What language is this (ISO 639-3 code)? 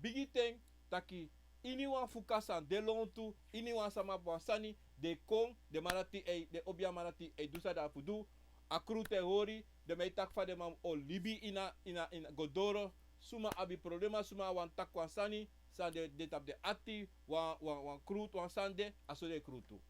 srn